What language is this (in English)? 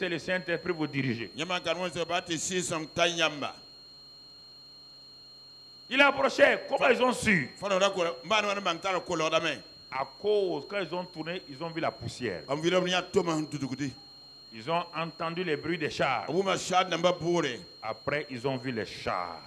French